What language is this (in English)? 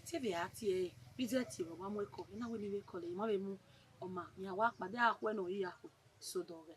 Bini